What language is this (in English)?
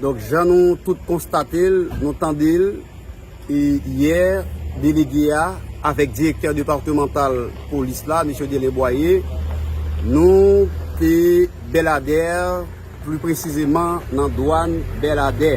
Haitian Creole